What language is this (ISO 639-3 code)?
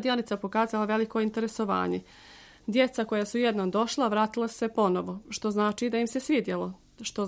srp